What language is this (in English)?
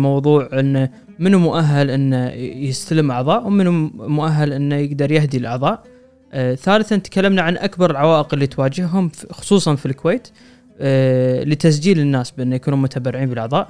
Gulf Arabic